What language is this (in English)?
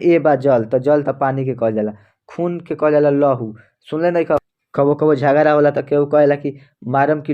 Bhojpuri